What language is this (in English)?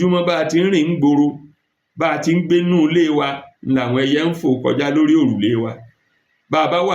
Yoruba